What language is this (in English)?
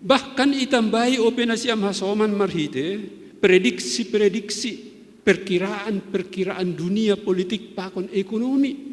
Batak Simalungun